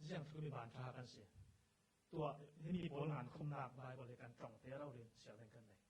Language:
Falam Chin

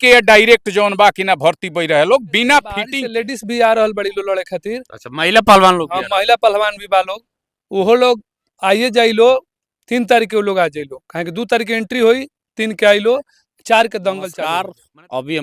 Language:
Bhojpuri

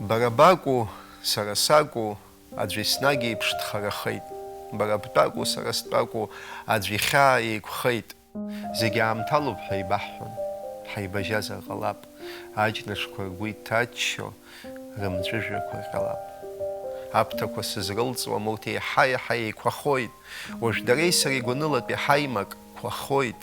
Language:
Abkhazian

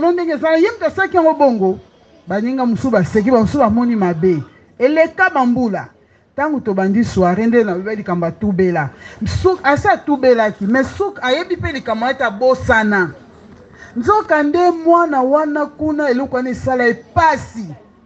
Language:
Lingala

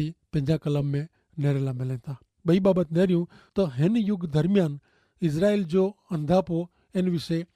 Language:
Kachhi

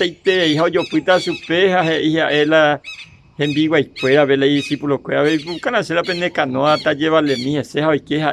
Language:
Guarani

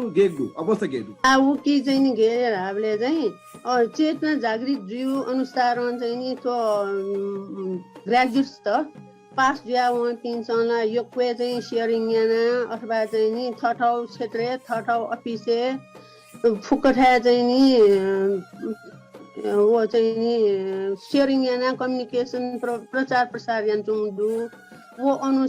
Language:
Newari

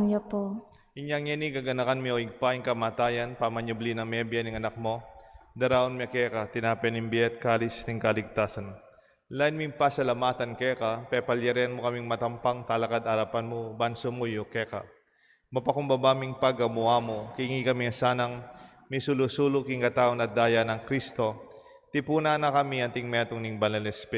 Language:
Pampanga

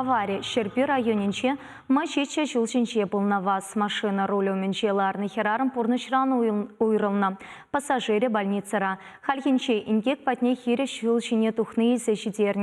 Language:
Chuvash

